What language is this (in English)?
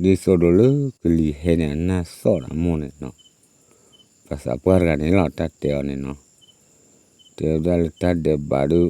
S'gaw Karen